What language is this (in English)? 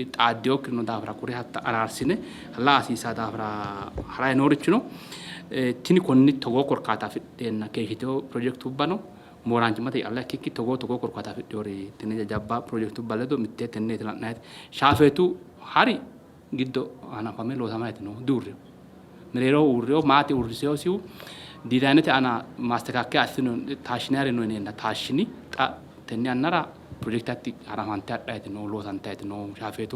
Sidamo